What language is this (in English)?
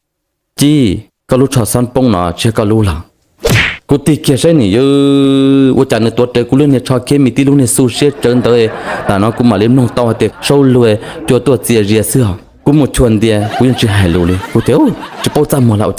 Hmong